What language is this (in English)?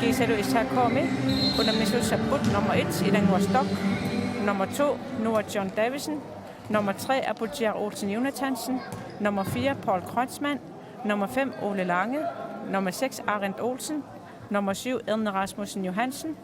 Kalaallisut